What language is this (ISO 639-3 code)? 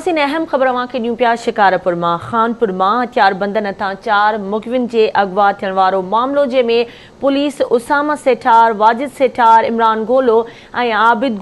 snd